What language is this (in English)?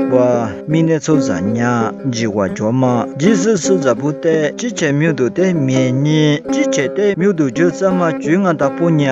Lisu